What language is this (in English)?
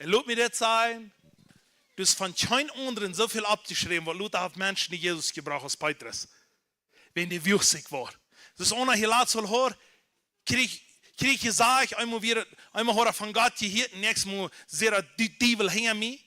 Plautdietsch